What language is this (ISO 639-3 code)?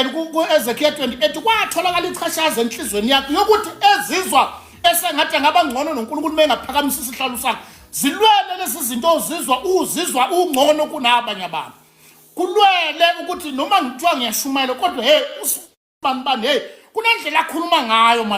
zul